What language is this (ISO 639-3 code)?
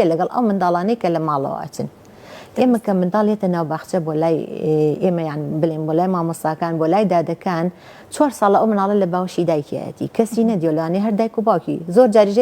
ckb